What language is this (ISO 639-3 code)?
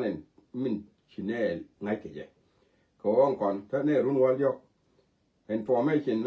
nus